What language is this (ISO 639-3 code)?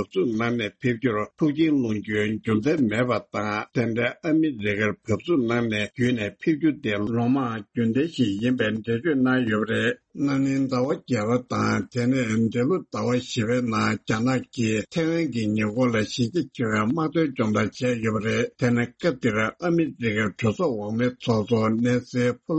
bod